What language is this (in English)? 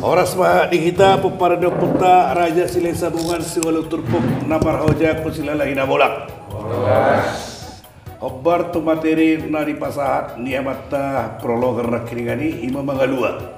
Batak Toba